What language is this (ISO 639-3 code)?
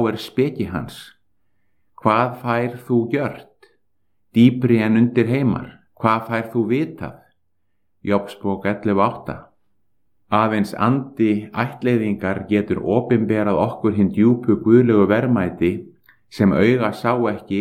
isl